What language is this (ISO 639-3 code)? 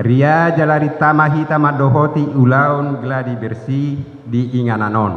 bbc